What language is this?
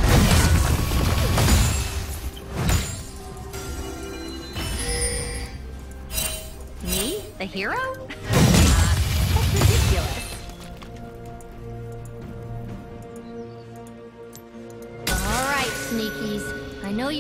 English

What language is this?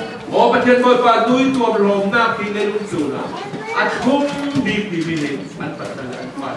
Falam Chin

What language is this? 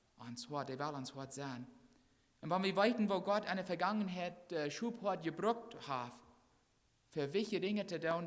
Plautdietsch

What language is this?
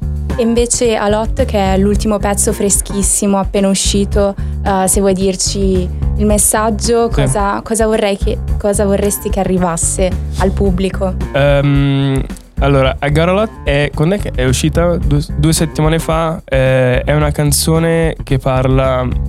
Italian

